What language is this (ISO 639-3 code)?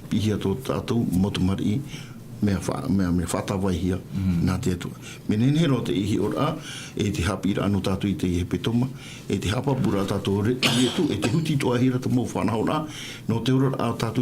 tah